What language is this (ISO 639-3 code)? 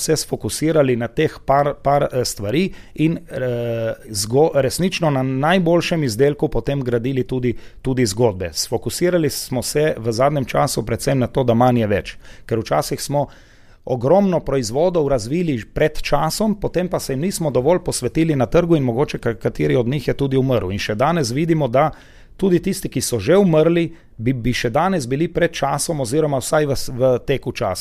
slv